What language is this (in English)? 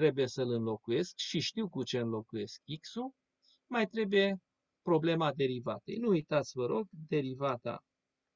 Romanian